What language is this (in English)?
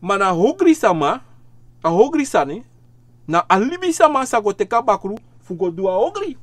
Sranan Tongo